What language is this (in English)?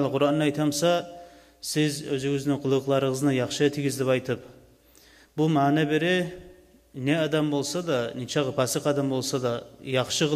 Kumyk